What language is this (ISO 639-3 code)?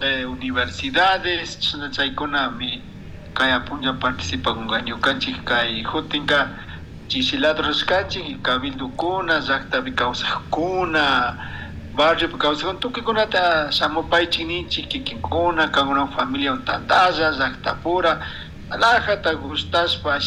qug